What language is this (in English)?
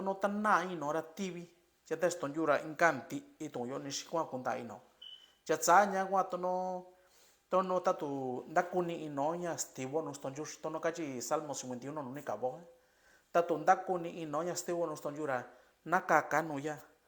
Mixtepec Mixtec